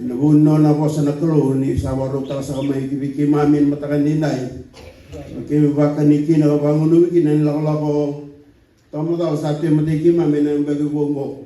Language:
Fijian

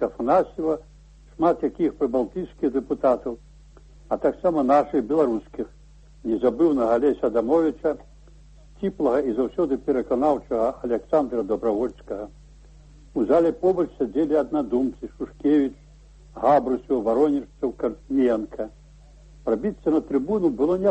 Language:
Belarusian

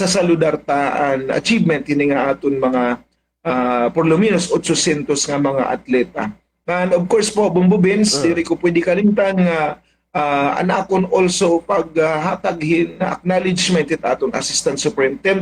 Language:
Waray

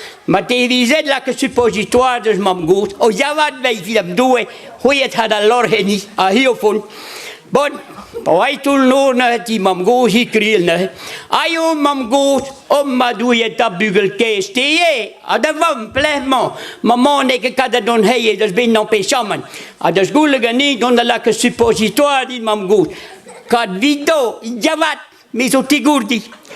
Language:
Breton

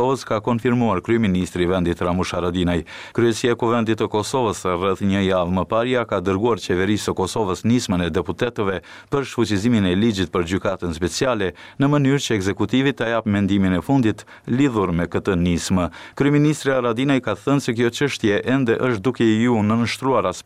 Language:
Albanian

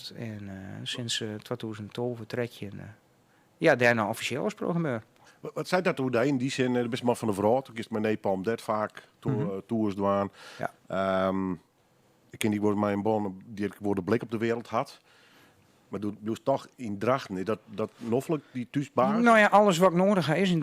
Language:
Western Frisian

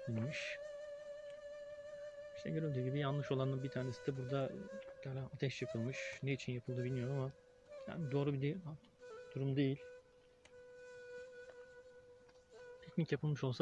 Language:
Turkish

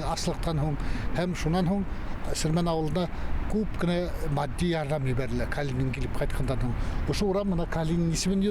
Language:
Bashkir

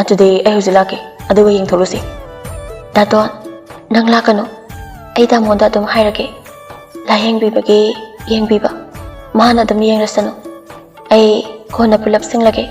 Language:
Manipuri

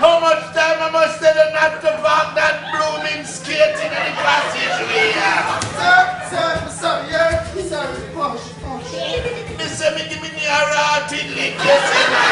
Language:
Jamaican Creole English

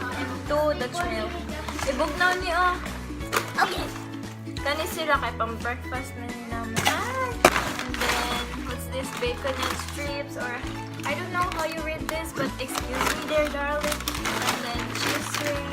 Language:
Cebuano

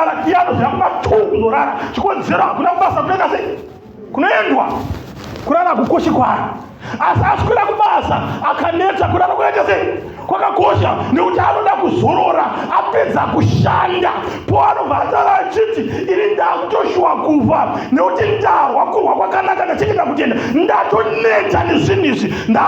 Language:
Shona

